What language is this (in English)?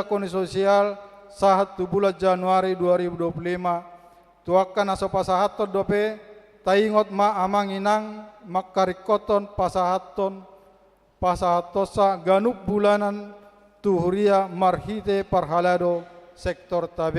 Batak Toba